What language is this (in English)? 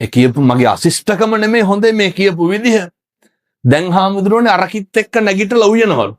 Sinhala